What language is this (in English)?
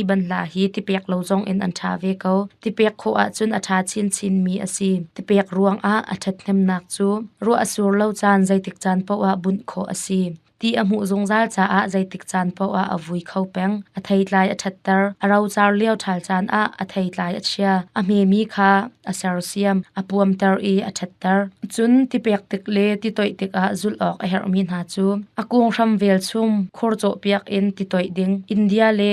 Hakha Chin